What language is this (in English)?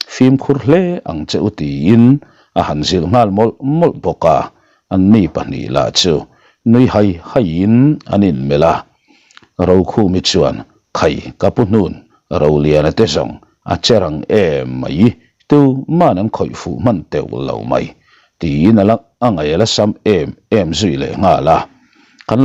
Mizo